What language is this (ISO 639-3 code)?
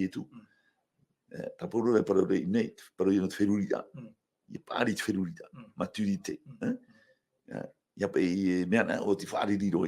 tah